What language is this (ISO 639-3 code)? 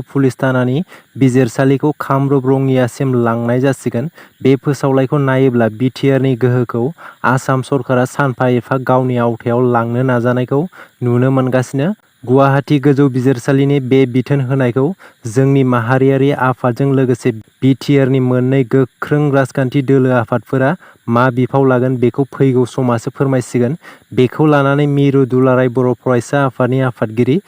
brx